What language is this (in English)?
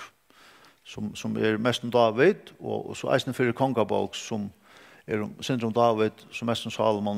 Faroese